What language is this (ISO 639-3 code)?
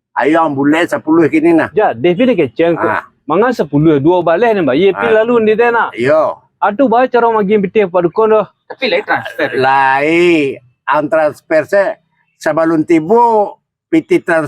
min